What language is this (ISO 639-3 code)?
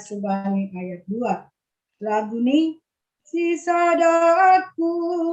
bts